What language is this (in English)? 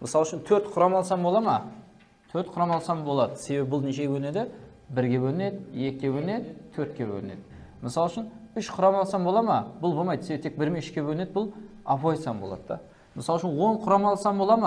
Kara-Kalpak